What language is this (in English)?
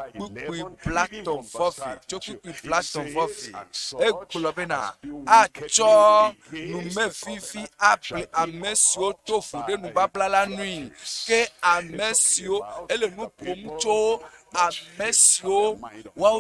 Ewe